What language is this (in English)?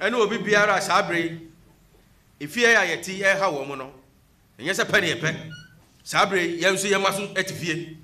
Akan